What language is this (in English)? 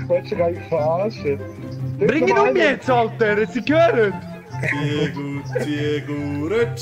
Swiss German